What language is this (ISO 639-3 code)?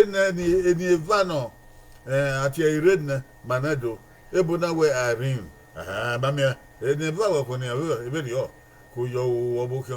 bin